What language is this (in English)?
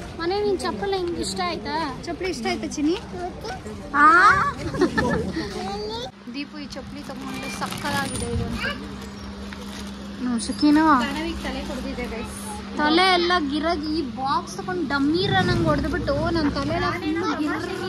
Kannada